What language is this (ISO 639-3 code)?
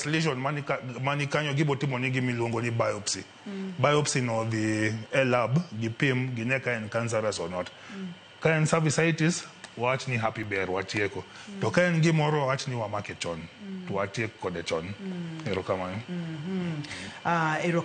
luo